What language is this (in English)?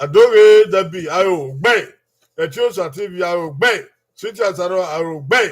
Bini